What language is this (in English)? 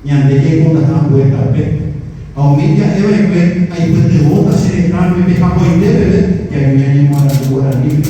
Guarani